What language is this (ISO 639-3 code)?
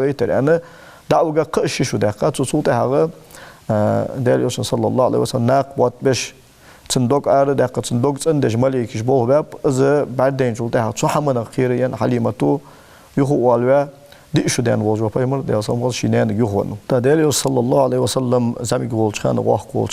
inh